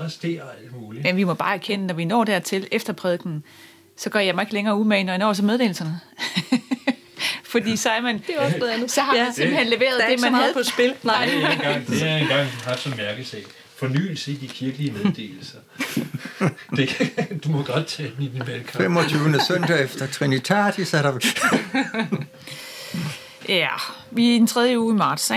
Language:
Danish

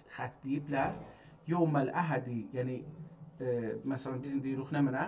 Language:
South Azerbaijani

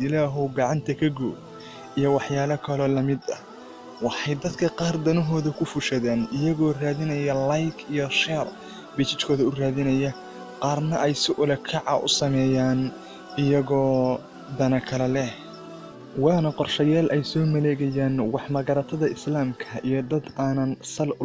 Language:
Somali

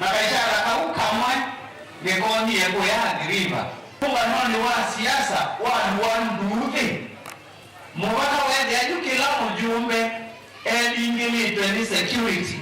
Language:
Kamba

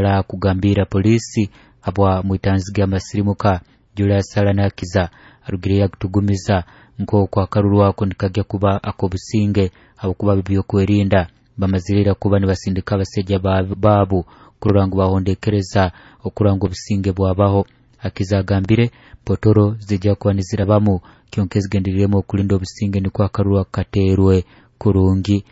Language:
Nyoro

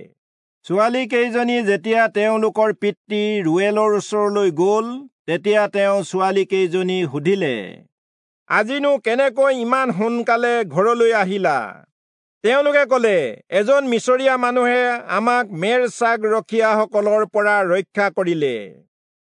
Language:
Assamese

